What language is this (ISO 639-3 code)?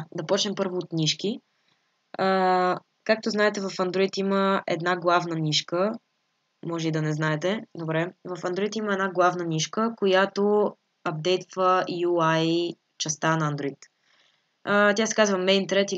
bul